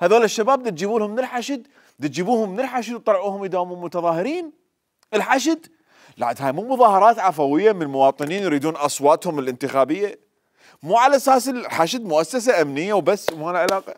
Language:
Mesopotamian Arabic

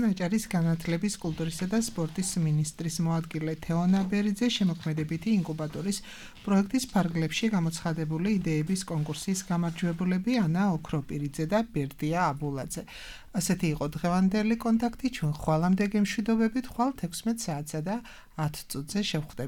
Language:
Georgian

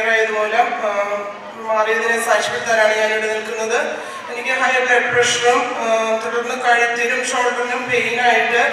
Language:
Malayalam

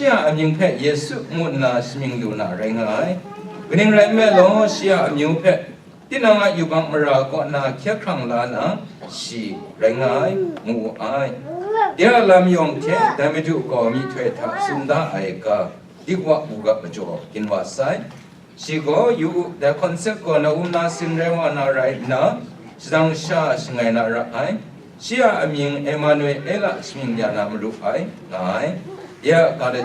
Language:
Kachin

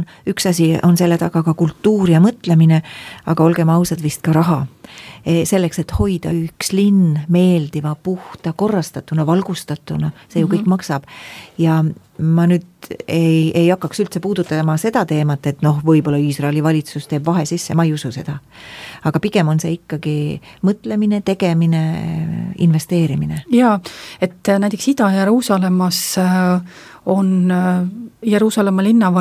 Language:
Estonian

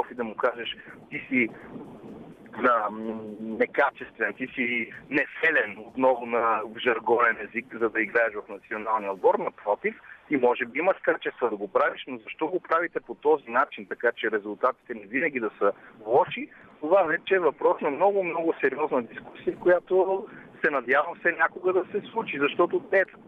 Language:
Bulgarian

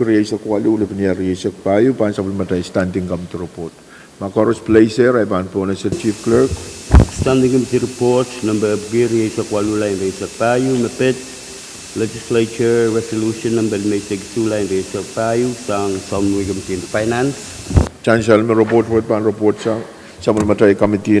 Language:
Pohnpeian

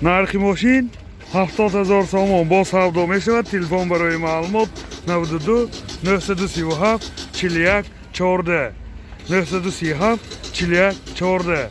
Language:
Tajik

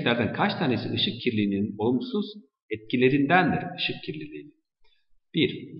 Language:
Turkish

